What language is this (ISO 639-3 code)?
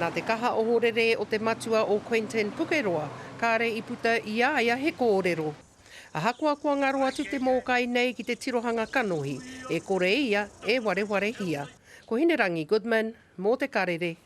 mri